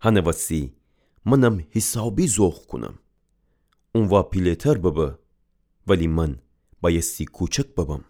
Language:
Gilaki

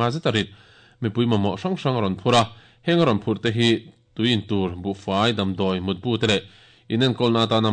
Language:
Mizo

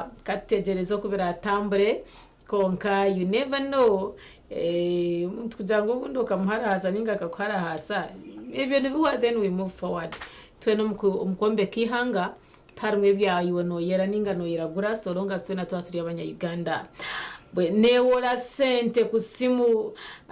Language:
Nyankole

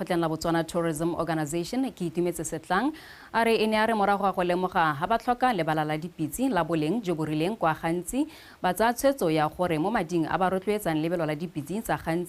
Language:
Tswana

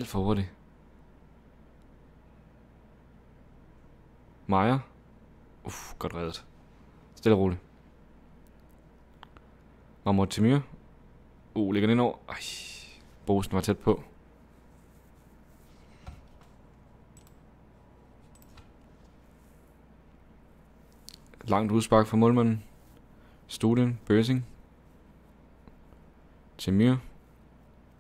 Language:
Danish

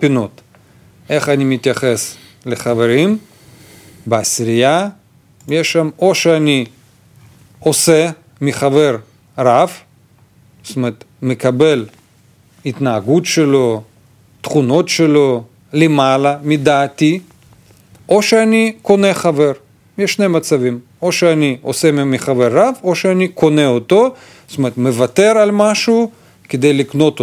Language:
Hebrew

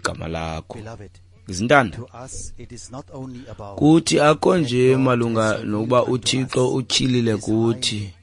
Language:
Xhosa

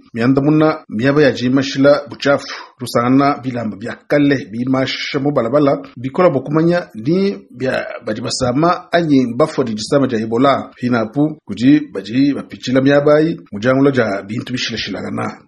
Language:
Luba-Lulua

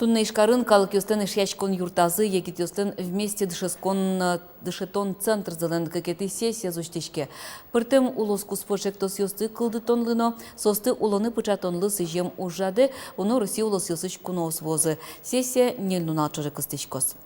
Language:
Udmurt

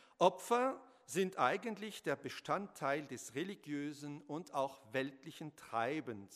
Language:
German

